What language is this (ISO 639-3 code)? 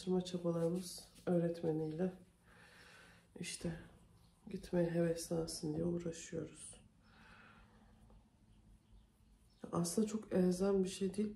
tur